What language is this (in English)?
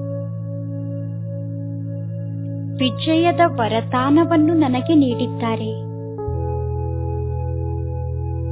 Kannada